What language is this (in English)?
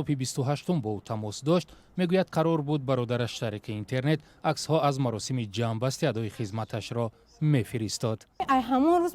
Tajik